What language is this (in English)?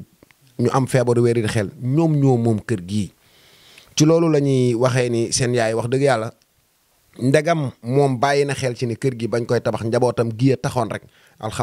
Wolof